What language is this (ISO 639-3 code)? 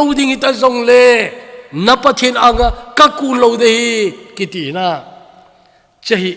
tcz